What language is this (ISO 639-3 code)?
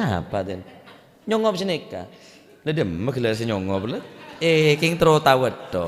mad